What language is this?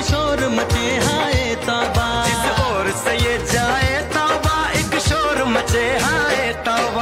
Bhojpuri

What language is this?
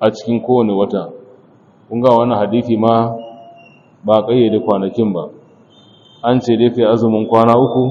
Hausa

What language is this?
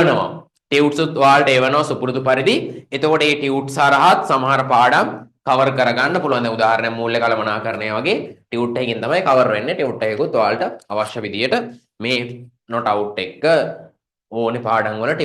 Sinhala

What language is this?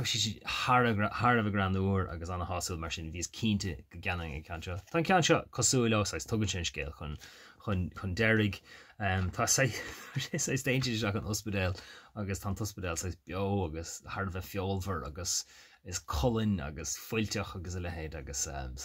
Irish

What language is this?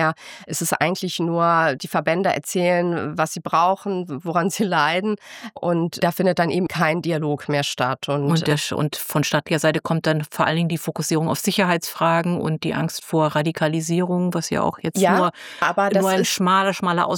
German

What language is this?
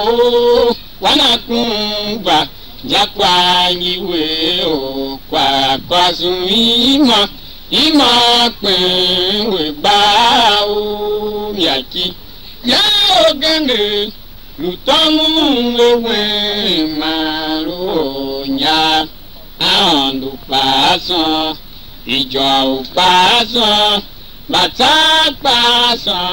Tiv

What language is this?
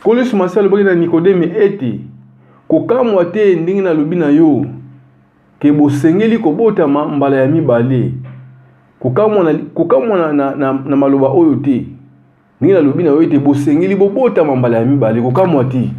Lingala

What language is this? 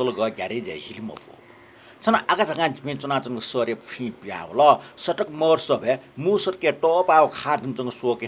Newari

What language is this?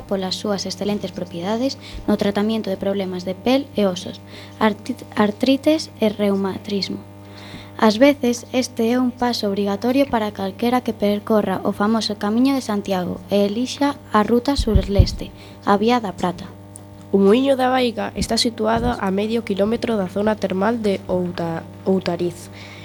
Galician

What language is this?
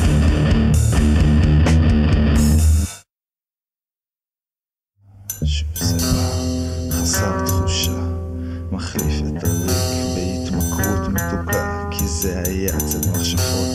Hebrew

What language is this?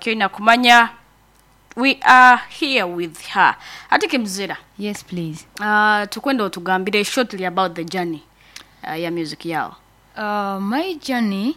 Nyankole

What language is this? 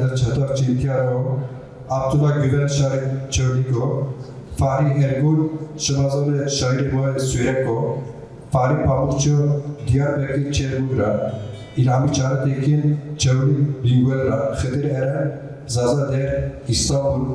Zaza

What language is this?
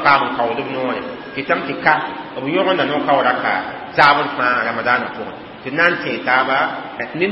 Mossi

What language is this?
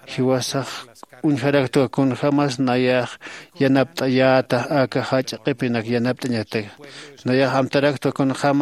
Aymara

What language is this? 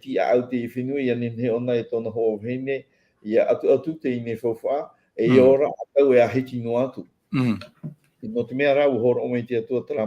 Tahitian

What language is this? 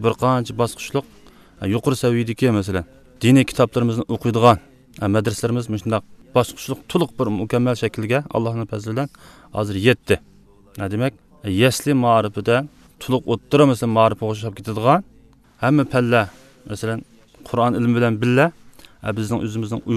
Uyghur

